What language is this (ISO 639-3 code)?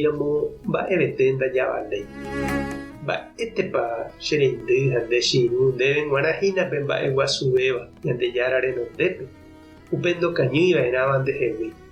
grn